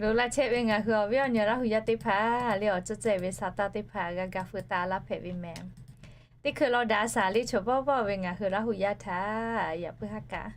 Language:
Lahu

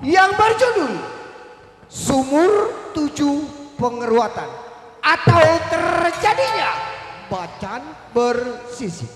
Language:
Betawi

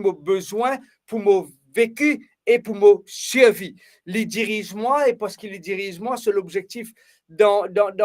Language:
Morisyen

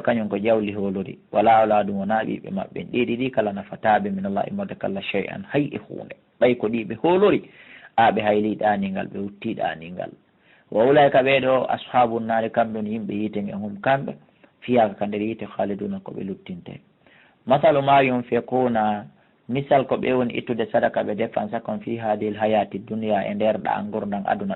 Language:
Fula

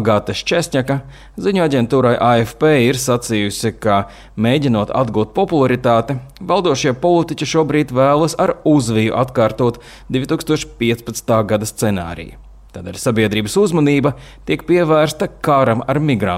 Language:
Latvian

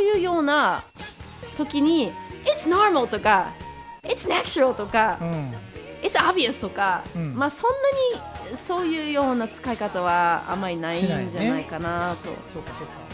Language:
Japanese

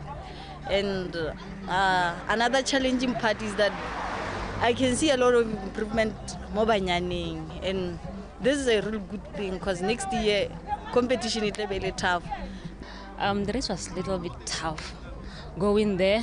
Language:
Tswana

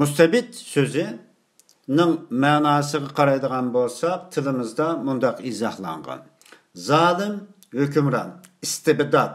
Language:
Uyghur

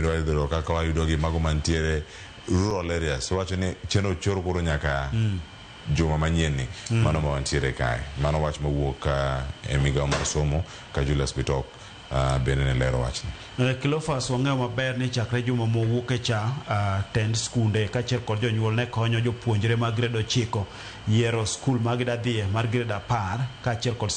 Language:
Luo (Kenya and Tanzania)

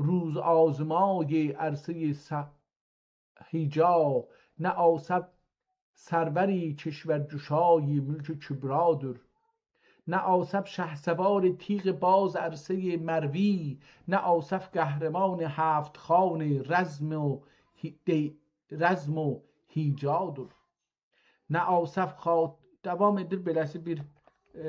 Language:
South Azerbaijani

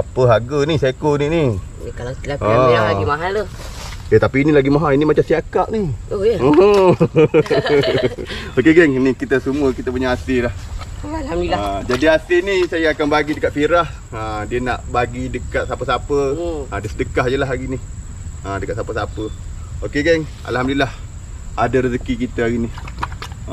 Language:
Malay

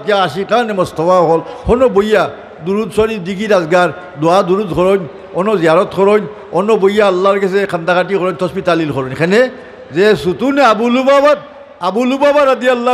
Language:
Sylheti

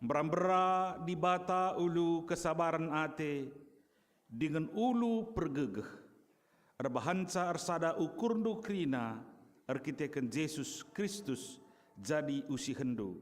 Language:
Batak Karo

